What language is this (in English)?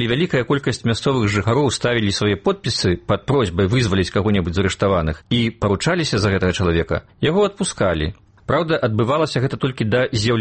Belarusian